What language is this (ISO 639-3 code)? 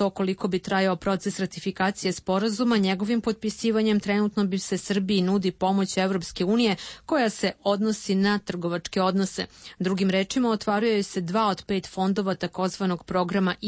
srp